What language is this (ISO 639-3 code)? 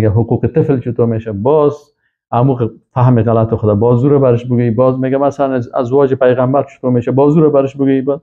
fas